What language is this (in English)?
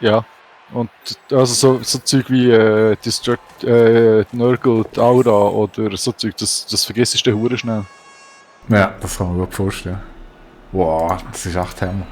Swiss German